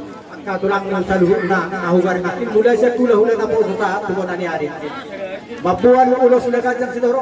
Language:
Batak Toba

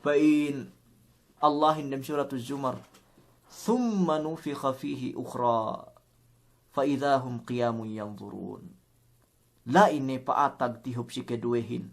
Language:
Yakan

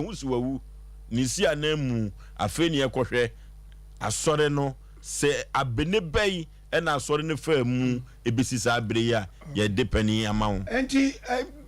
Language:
Akan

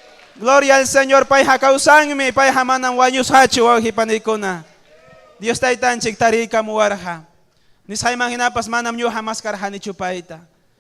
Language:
Ayacucho Quechua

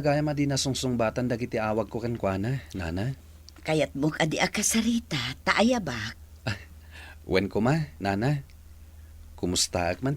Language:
Iloko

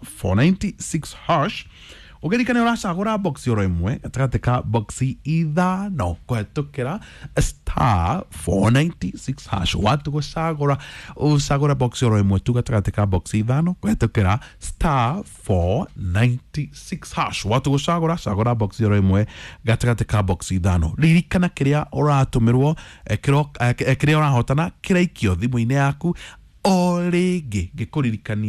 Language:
Kikuyu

